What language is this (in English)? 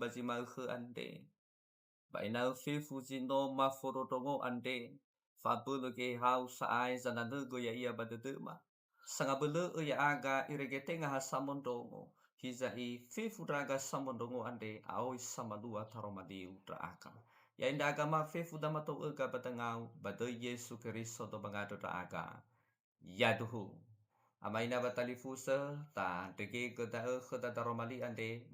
Nias